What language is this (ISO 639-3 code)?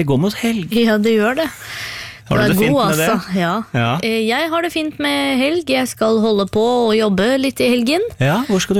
nor